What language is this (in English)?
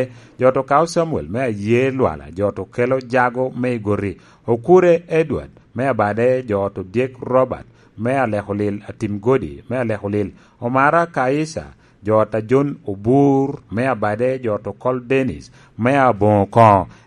Lango (Uganda)